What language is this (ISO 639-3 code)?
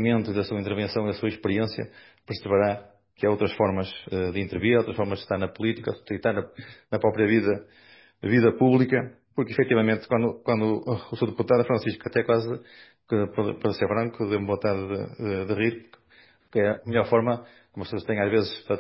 por